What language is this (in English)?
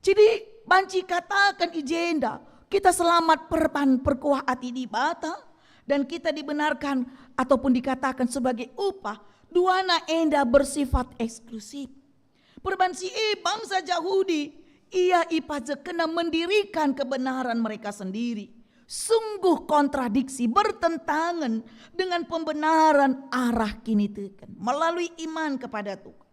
Batak Karo